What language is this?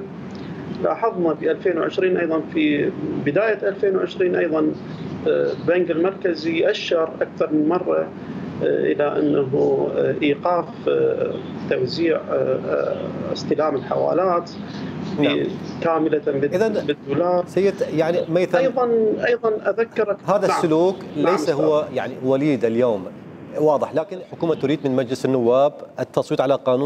Mesopotamian Arabic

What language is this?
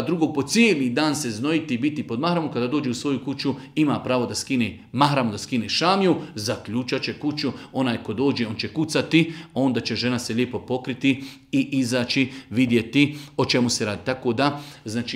Bosnian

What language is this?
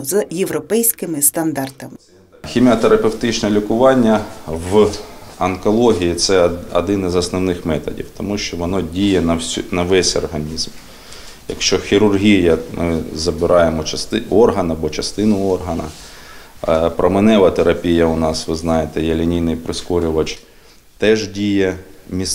Ukrainian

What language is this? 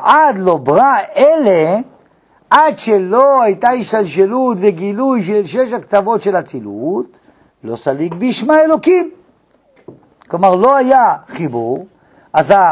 Hebrew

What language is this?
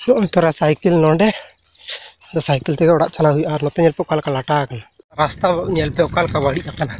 Santali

